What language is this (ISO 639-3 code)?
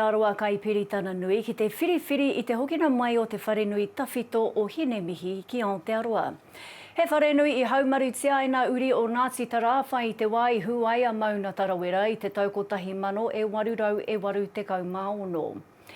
mri